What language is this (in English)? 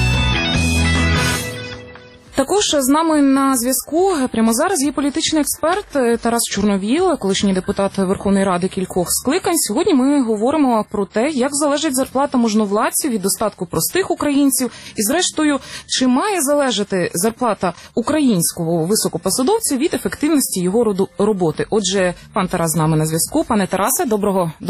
Ukrainian